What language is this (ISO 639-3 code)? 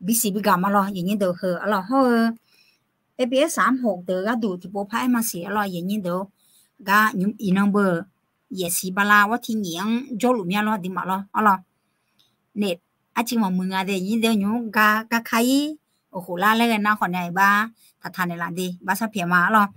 ahk